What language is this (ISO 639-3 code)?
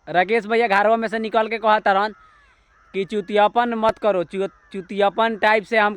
bho